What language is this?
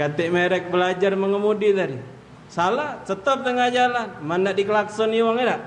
Musi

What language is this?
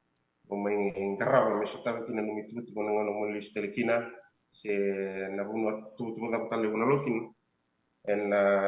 Fijian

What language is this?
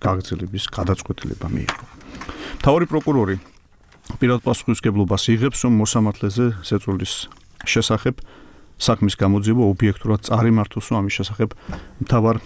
Georgian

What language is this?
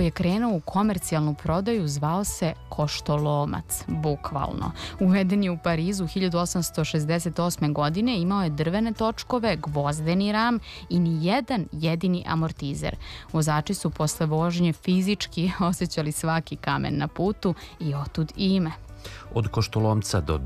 Serbian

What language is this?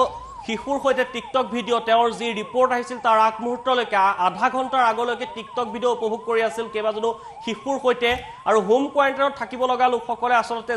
Assamese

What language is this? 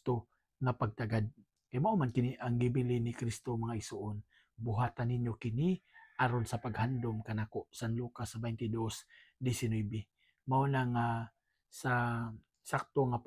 Cebuano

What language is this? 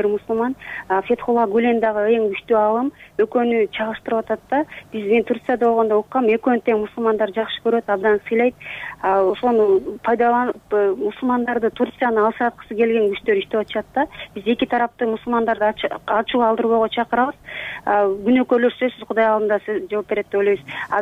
Kyrgyz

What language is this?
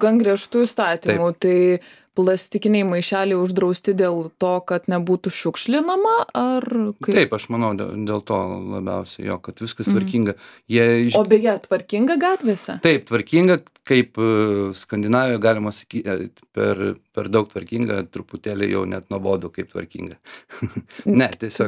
Lithuanian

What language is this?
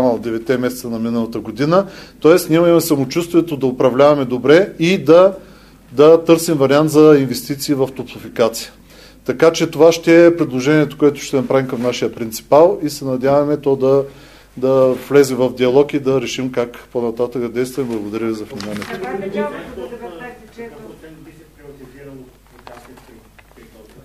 Bulgarian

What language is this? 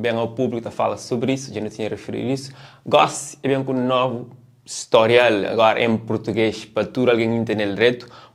Kabuverdianu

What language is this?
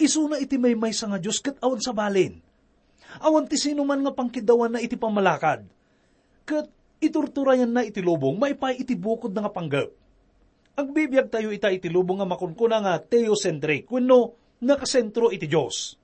Iloko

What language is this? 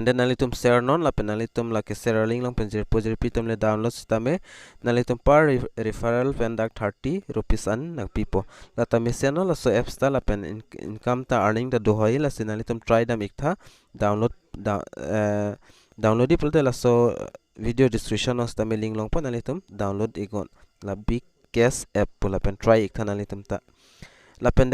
Karbi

